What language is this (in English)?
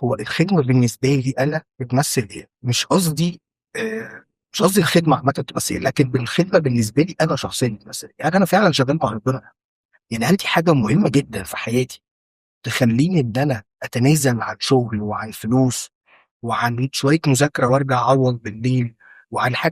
Egyptian Arabic